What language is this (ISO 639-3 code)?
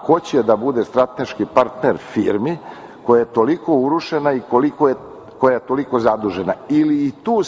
srp